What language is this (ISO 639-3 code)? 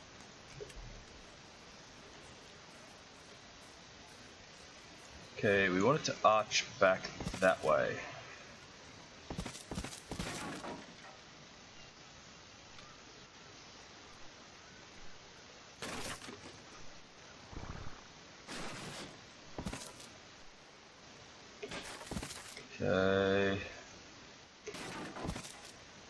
eng